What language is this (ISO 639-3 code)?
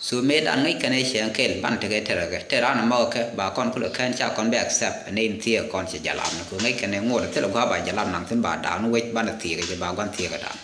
nus